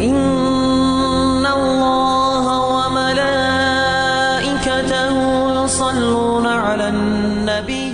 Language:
Ingush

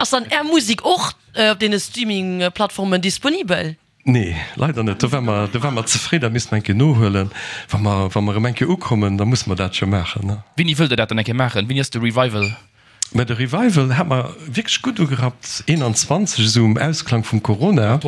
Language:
Luxembourgish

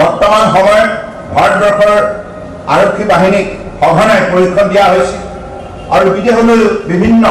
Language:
Assamese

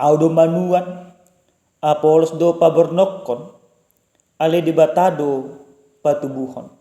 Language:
Batak Toba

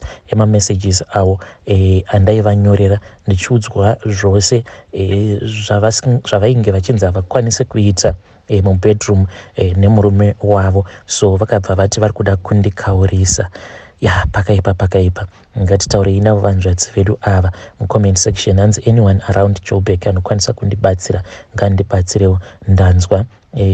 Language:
Shona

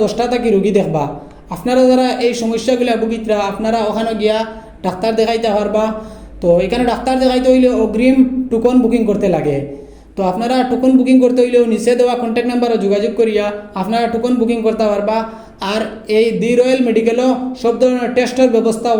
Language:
Sylheti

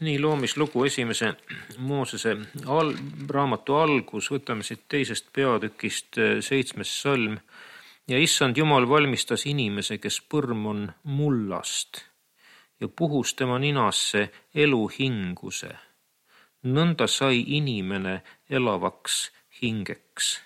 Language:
Estonian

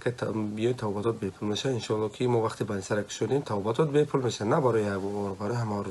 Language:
Tajik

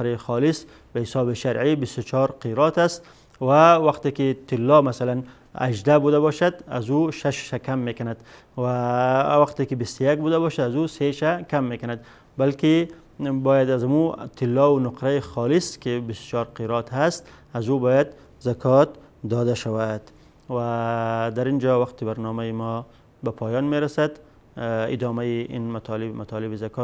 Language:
Persian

